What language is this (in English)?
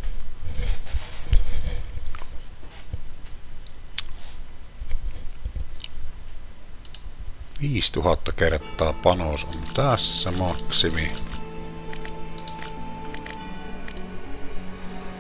Finnish